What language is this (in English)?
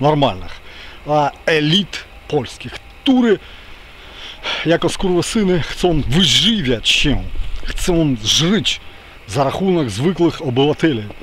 Polish